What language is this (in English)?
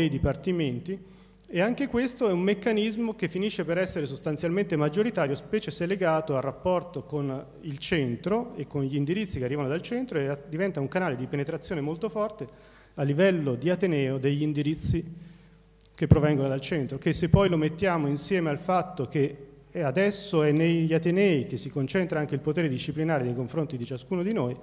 Italian